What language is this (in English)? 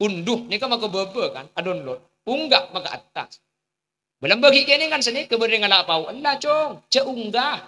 Madurese